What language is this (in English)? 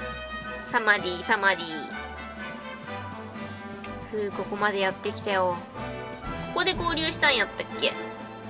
Japanese